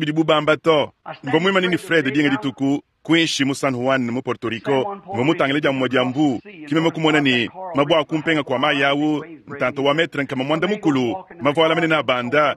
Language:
Luba-Lulua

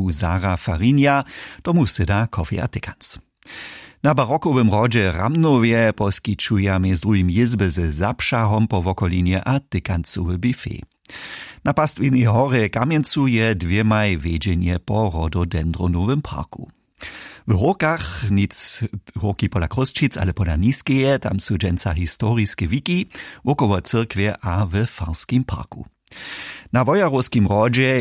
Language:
Upper Sorbian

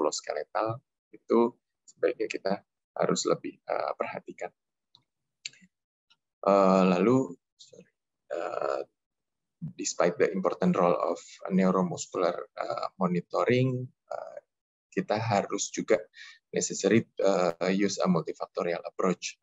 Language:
Indonesian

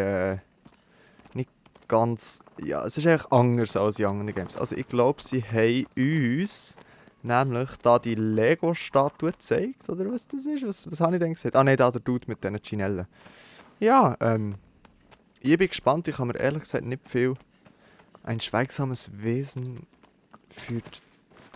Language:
Swiss German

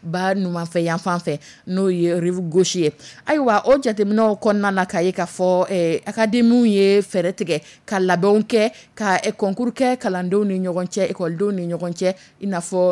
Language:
Dyula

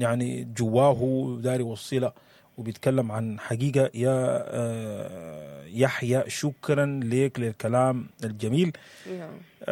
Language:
Sudanese Arabic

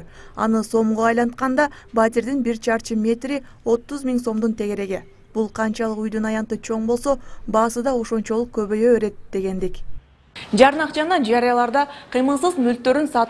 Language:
Kyrgyz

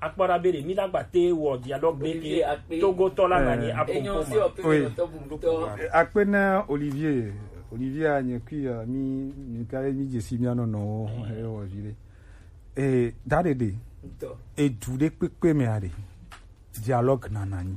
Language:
Gen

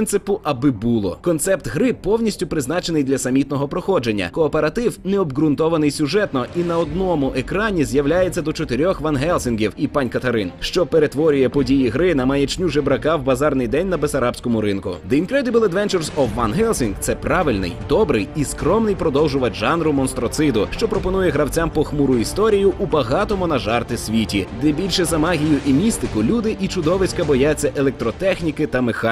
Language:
Ukrainian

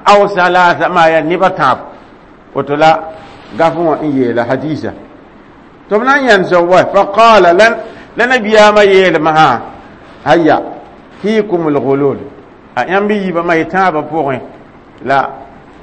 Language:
Mossi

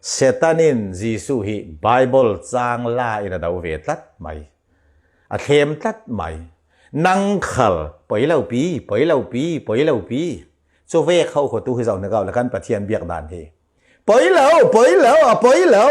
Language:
Falam Chin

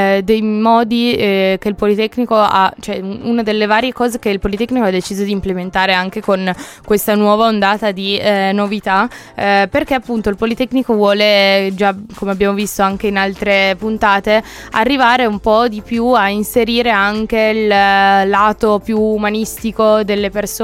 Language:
Italian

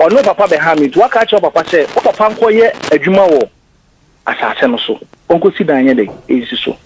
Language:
Akan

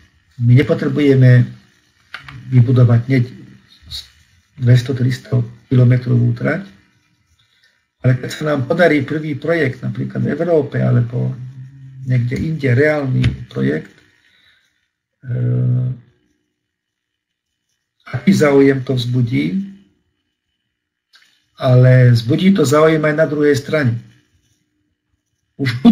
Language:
Slovak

